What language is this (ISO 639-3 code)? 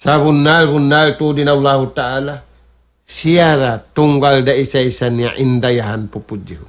tsg